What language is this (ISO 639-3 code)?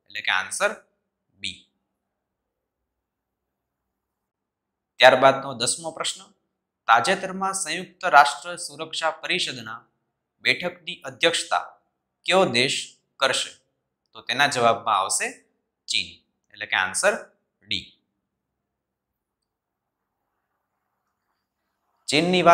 guj